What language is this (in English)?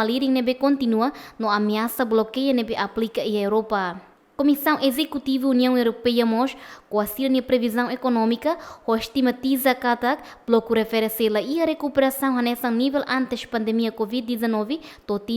Tetum